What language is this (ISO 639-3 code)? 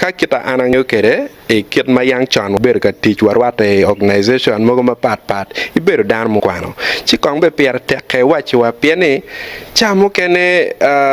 ach